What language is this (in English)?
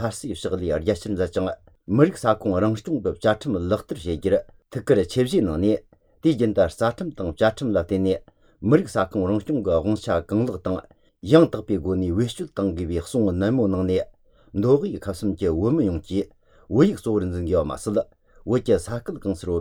Latvian